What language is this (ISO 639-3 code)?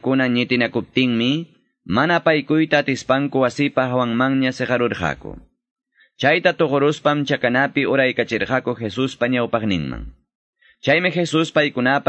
que